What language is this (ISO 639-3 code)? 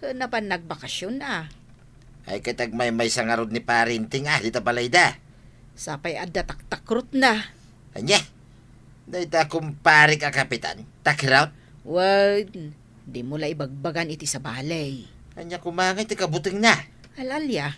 ilo